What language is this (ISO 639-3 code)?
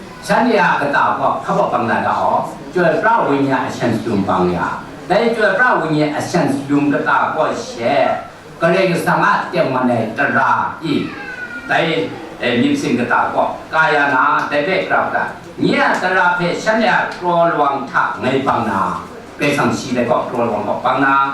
kac